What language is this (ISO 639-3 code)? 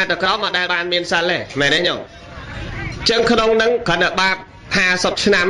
khm